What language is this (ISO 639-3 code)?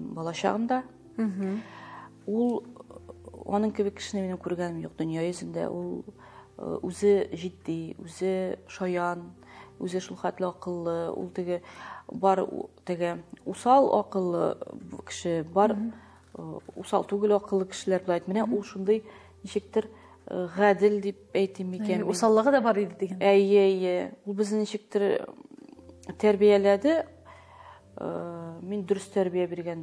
tat